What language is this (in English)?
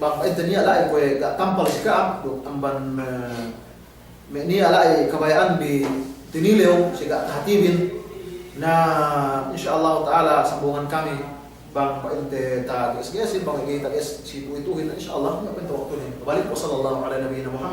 Yakan